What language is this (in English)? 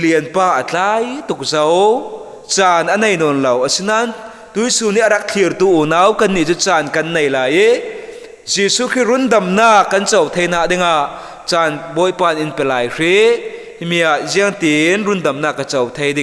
Falam Chin